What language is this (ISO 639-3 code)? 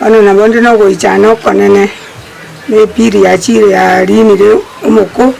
guz